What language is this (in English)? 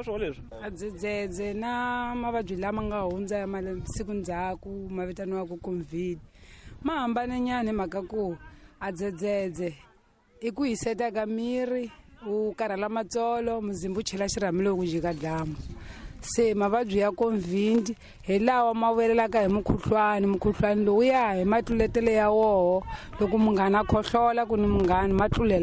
Tsonga